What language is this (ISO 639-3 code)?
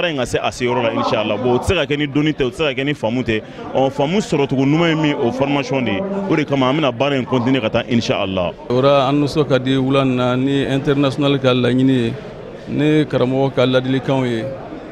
bam